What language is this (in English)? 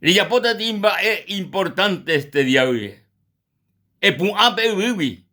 Guarani